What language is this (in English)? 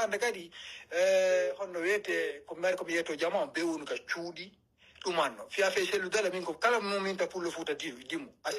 Pular